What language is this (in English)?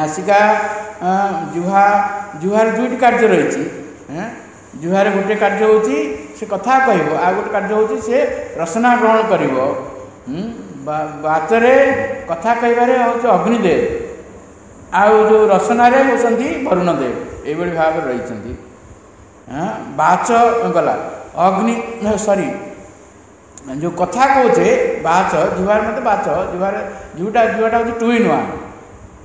Odia